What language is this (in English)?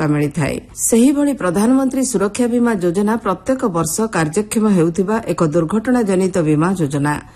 Odia